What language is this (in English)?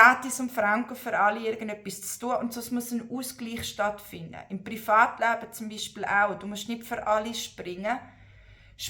Swiss German